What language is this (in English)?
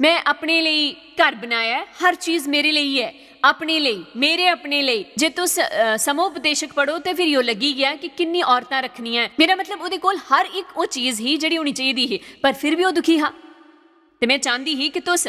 Dogri